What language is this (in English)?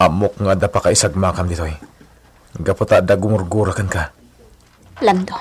Iloko